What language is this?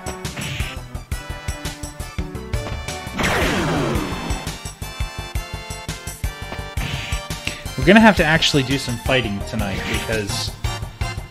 English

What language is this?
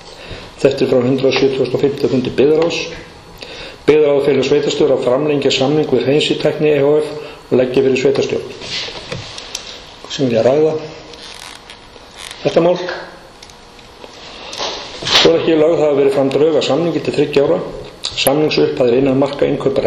Icelandic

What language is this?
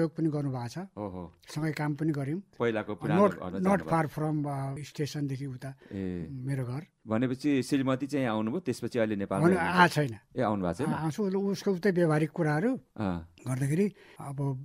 Nepali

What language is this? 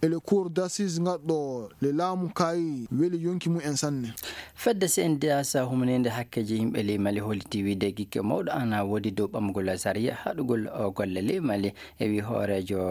Fula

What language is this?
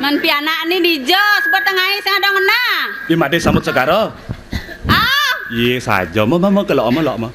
Balinese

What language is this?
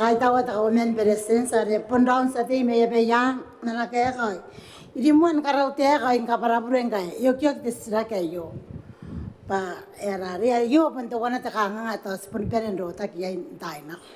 Gilbertese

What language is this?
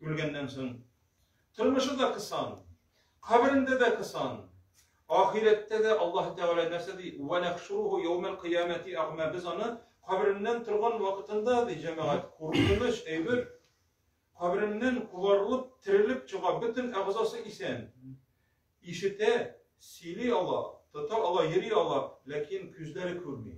Tatar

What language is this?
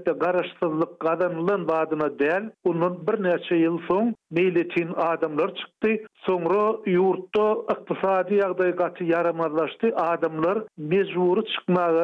Turkmen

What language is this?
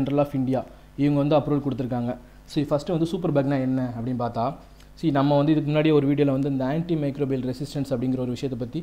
Tamil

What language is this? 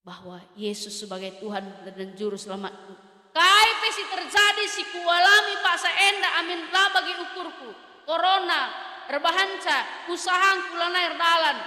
Batak Karo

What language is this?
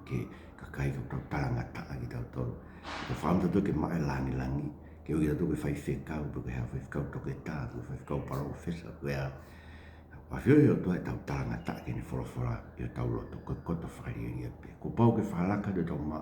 Tongan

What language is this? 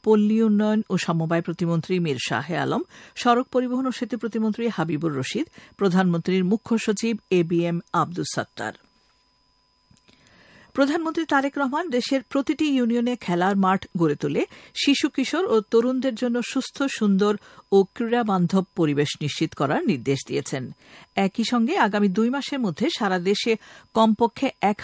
Bangla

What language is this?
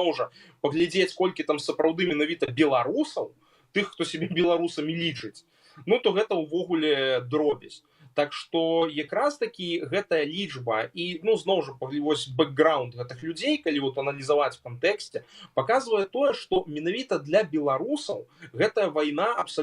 Belarusian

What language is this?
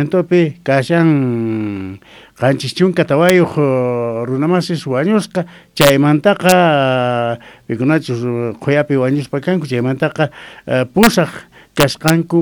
South Bolivian Quechua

